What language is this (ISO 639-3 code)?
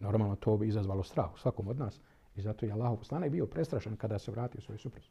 bos